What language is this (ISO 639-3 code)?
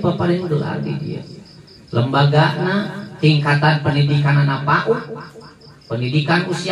sun